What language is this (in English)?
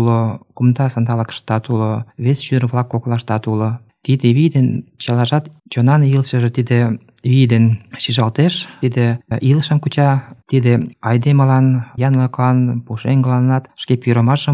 Mari